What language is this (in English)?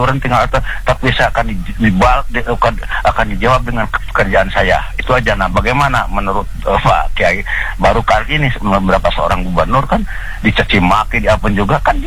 Indonesian